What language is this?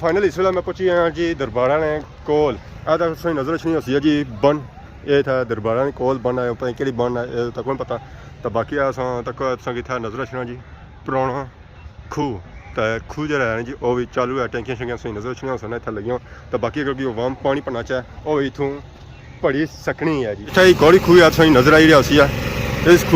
Pahari-Potwari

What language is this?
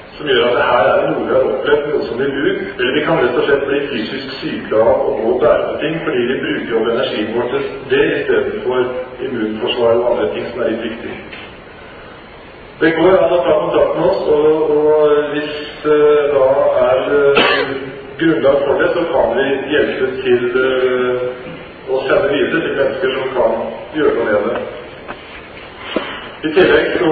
Norwegian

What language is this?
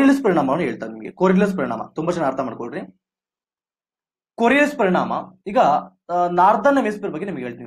Kannada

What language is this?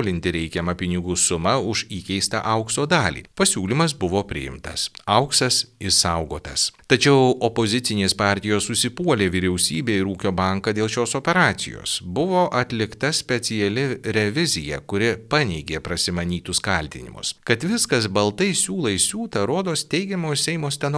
Lithuanian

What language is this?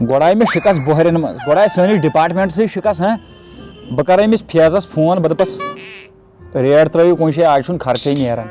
Kashmiri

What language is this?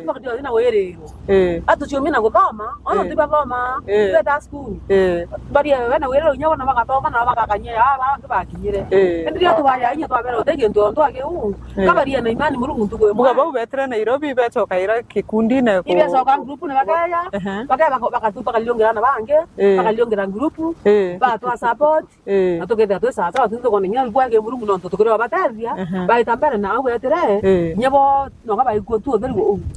Meru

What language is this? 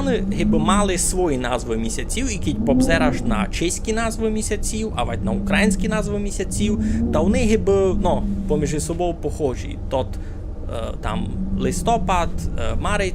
Rusyn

